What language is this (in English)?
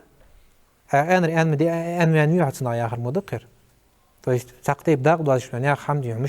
Ingush